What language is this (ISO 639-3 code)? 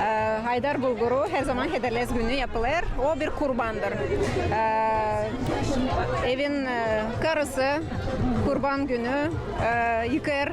gag